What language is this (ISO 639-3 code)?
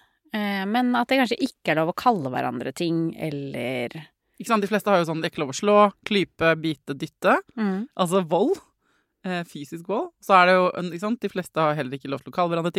nor